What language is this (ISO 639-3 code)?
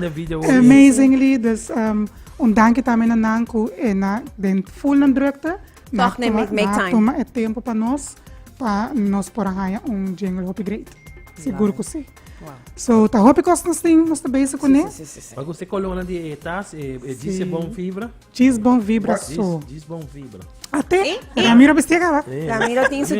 pap